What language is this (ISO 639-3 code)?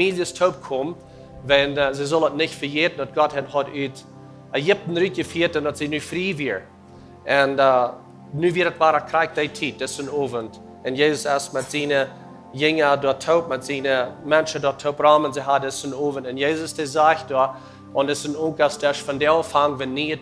pdt